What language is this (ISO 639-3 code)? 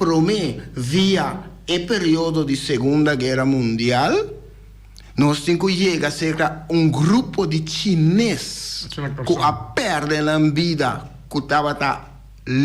pap